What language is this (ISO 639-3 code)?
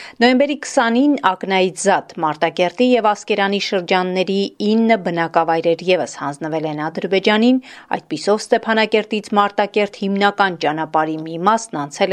hye